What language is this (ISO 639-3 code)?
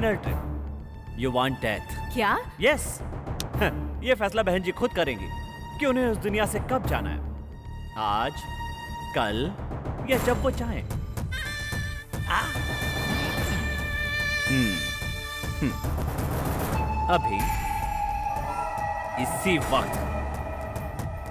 hin